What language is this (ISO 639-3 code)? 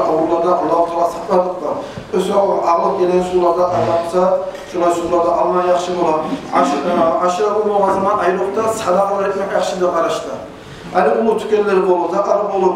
kum